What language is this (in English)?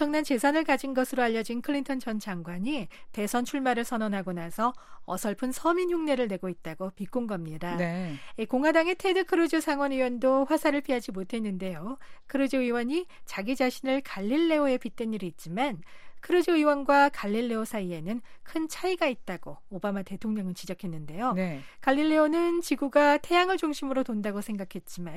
Korean